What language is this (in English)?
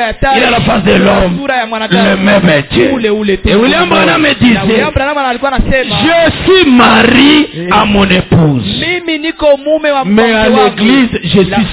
Swahili